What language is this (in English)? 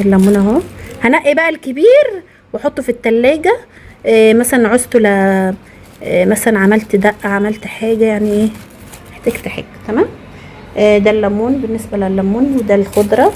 Egyptian Arabic